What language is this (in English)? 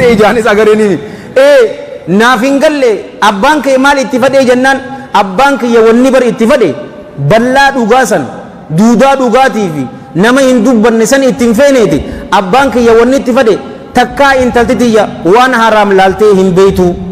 Oromo